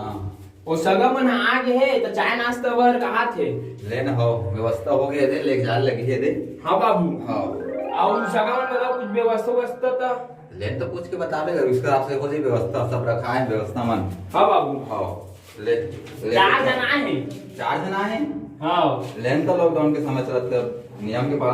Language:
Chhattisgarhi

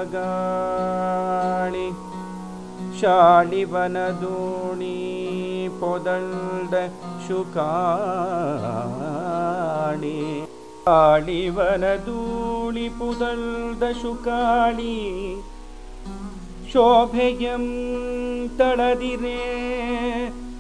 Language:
Kannada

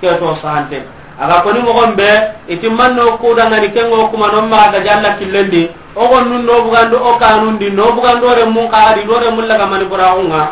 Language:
Soninke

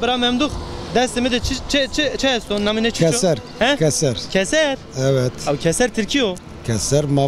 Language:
Zaza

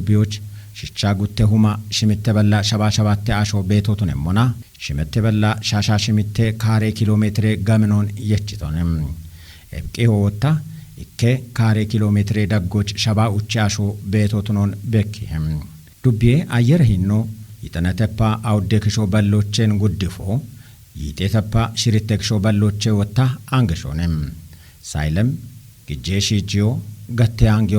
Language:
Kafa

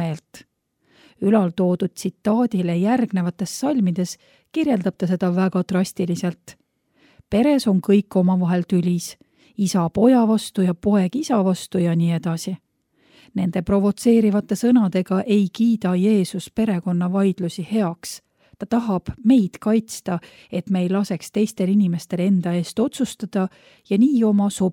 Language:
Estonian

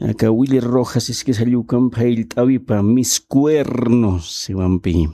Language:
Aymara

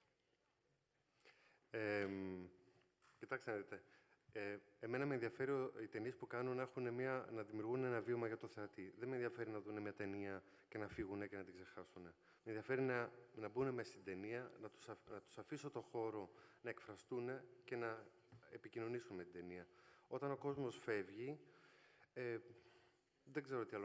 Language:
Greek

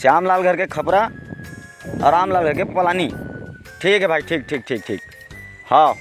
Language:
Chhattisgarhi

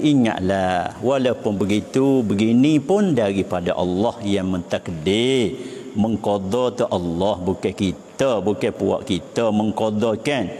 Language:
Malay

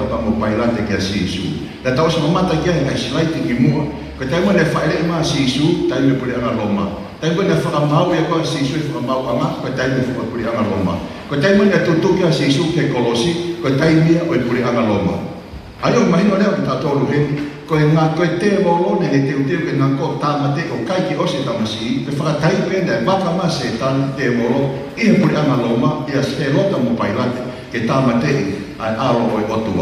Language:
Tongan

